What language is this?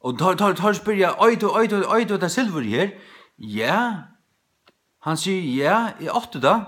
Faroese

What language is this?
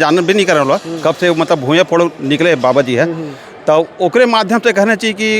Chhattisgarhi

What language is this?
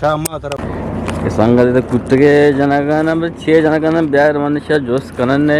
Eastern Balochi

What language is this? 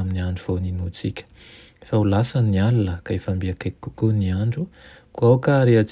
Malagasy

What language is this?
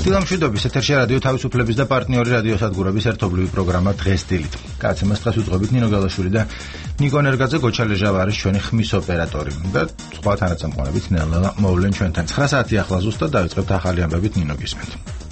Georgian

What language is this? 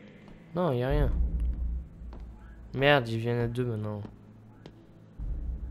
French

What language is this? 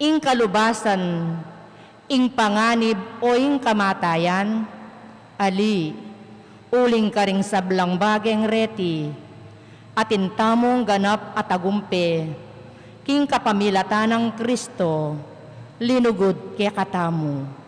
Pampanga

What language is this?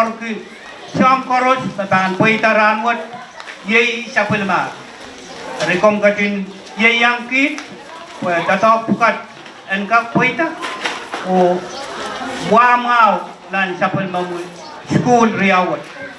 Pohnpeian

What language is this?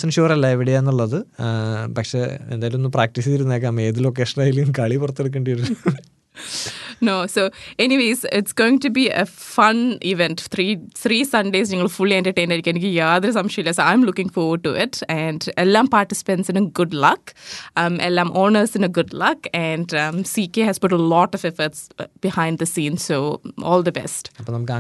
Malayalam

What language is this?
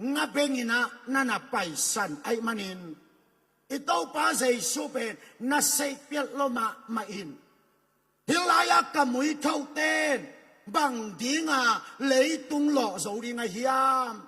Tedim Chin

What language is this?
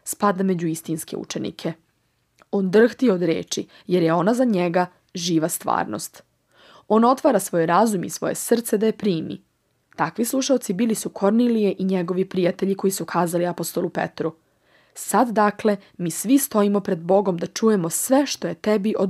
Serbian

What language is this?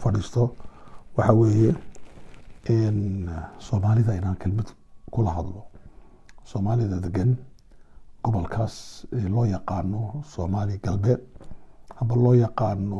Somali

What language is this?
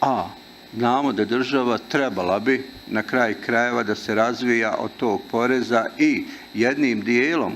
Bosnian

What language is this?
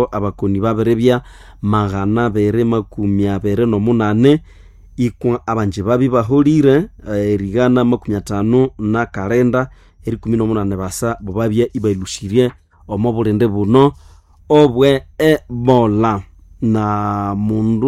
Nande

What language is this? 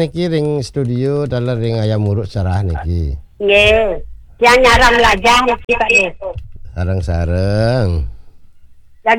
Balinese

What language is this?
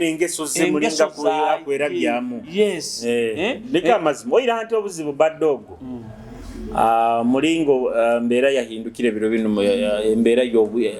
Nyoro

